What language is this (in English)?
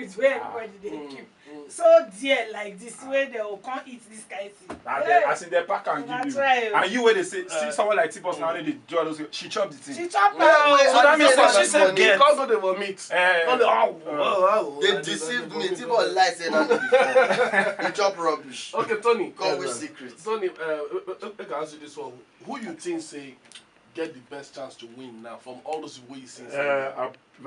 Nigerian Pidgin